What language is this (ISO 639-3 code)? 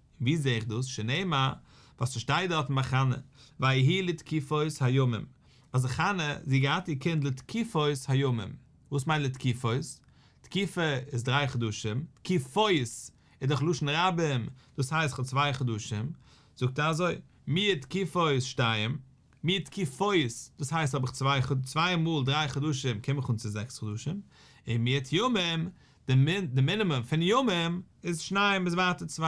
yid